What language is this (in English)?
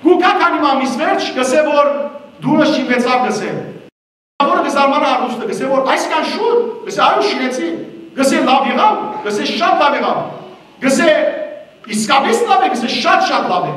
Western Armenian